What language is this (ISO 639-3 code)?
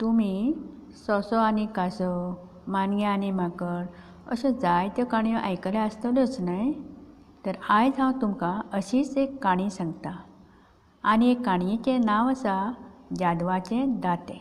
kok